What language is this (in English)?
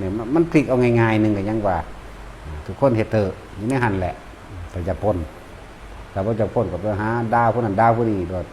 Northeastern Thai